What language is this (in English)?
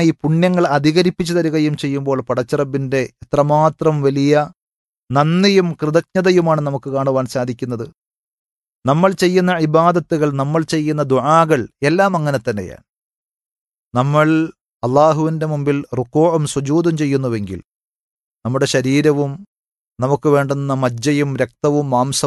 Malayalam